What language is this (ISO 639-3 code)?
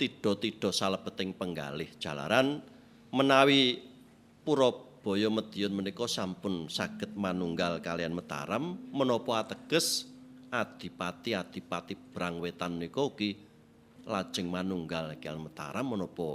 jav